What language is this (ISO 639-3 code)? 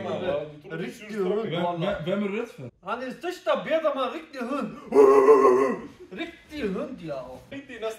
swe